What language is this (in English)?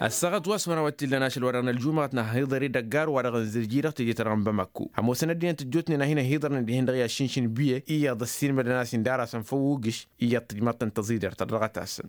Tamasheq